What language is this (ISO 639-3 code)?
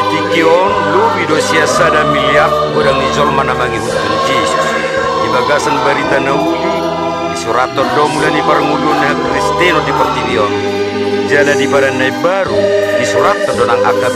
bbc